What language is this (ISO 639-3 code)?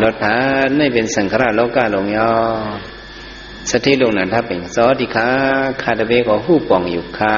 shn